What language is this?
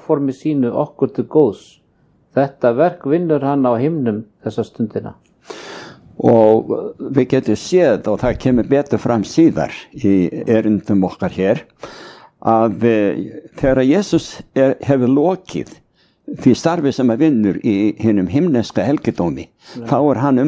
Icelandic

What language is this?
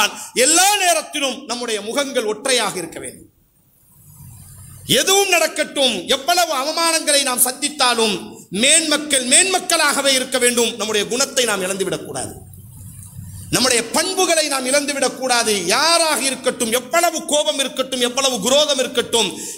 Tamil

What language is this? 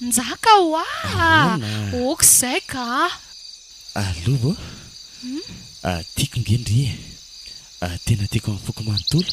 Malagasy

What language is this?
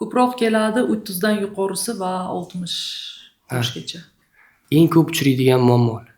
Uzbek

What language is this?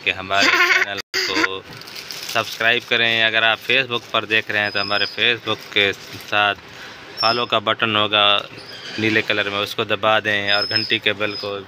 Hindi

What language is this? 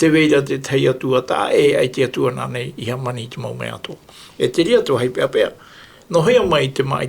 Tahitian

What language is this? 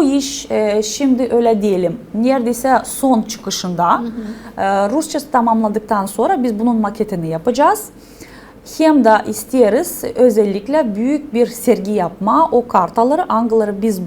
Gagauz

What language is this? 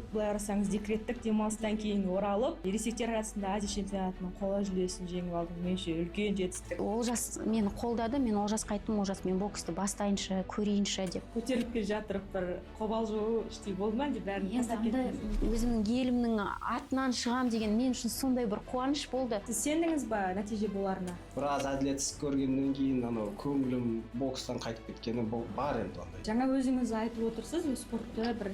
Kazakh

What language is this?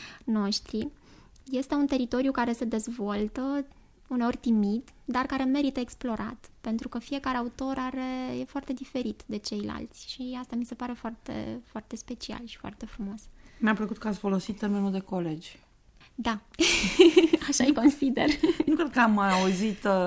Romanian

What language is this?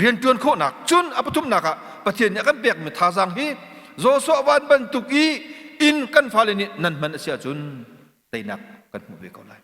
Hakha Chin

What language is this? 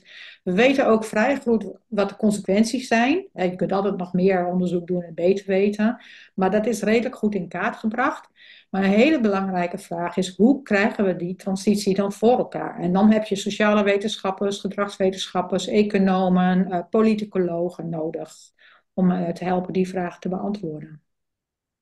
Dutch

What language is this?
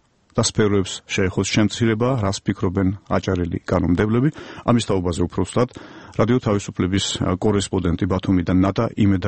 Georgian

